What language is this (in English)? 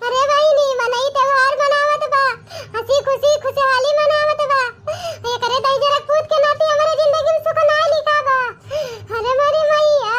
Awadhi